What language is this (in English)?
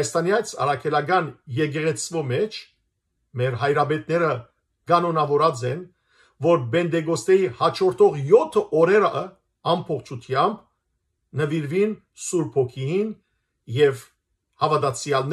Western Armenian